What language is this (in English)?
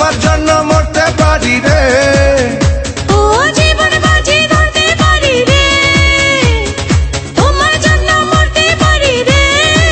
Bangla